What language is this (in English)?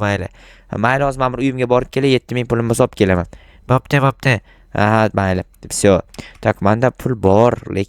Uzbek